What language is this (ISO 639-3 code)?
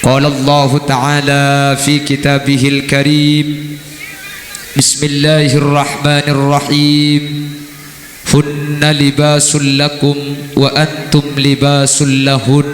mad